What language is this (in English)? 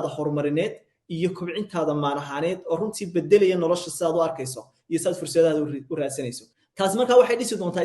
Somali